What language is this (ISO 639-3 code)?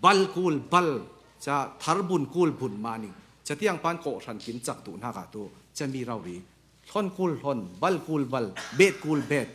cfm